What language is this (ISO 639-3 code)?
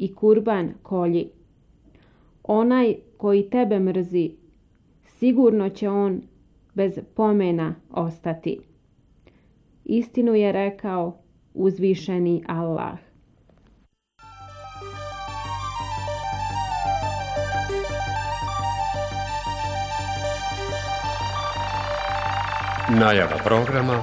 bos